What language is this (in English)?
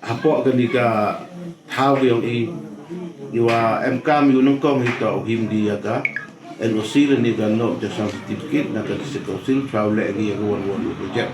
Pnar